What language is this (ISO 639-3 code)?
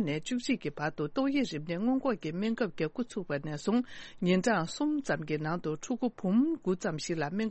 bod